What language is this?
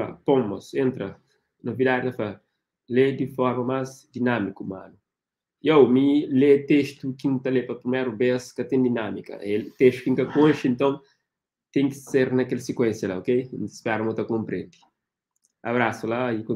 Kabuverdianu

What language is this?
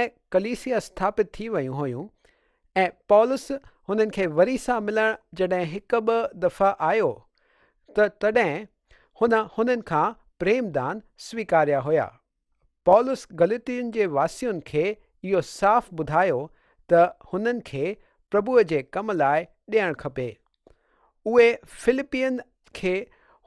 Sindhi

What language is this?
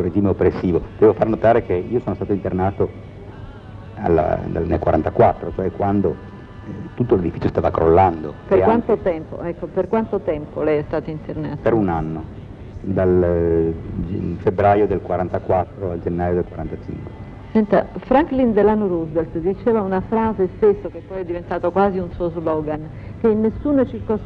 Italian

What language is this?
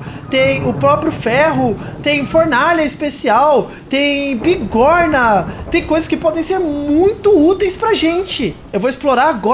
Portuguese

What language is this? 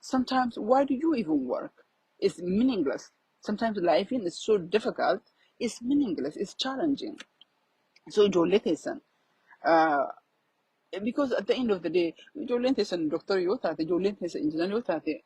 Oromo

